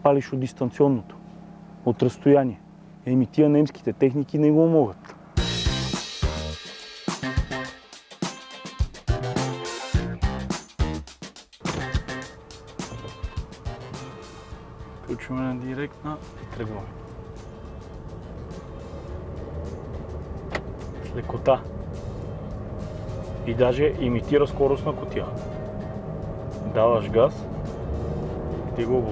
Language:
Bulgarian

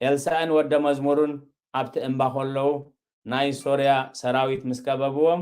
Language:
Tigrinya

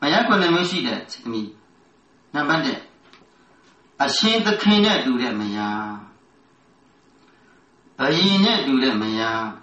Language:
Burmese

